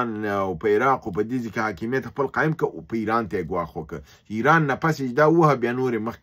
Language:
Pashto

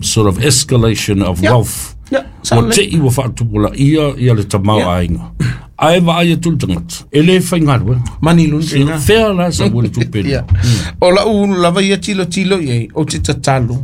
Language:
Samoan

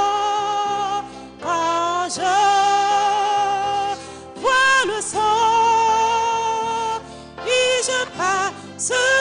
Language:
Ewe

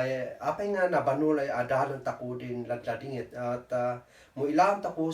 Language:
Kankanaey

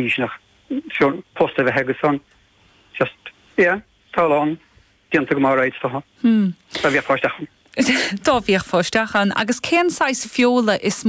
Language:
Irish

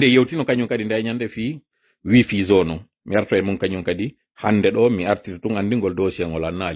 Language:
Fula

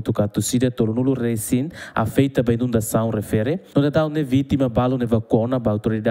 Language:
Tetum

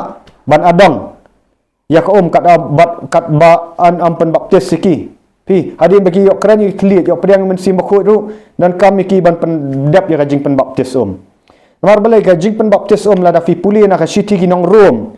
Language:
Khasi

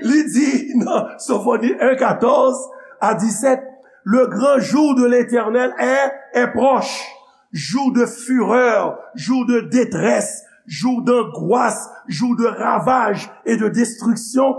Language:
Haitian Creole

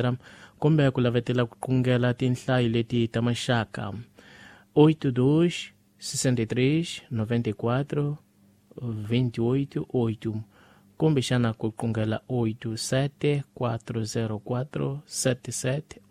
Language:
Tsonga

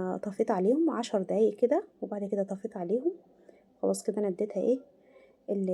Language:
Egyptian Arabic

